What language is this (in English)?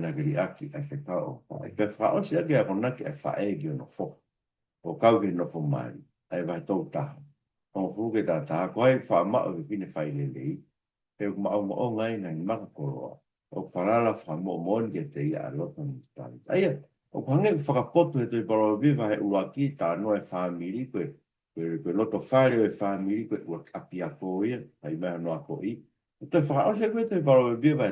Tongan